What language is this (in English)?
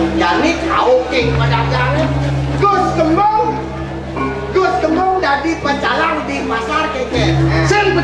Balinese